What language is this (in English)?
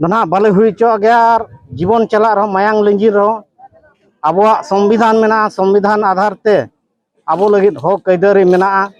Santali